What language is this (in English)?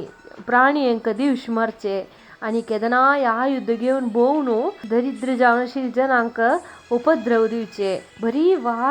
Konkani